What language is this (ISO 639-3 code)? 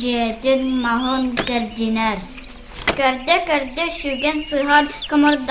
sah